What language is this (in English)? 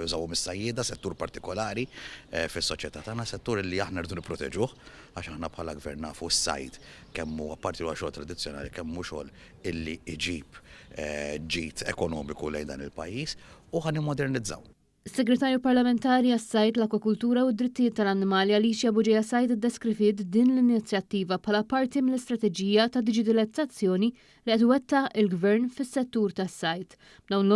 Maltese